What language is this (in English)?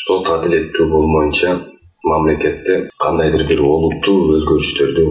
Kyrgyz